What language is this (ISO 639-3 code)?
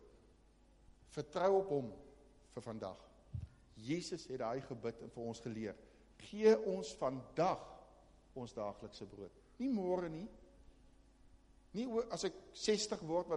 afr